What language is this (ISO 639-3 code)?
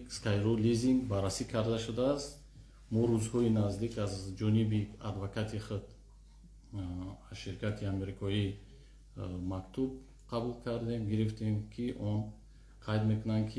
tgk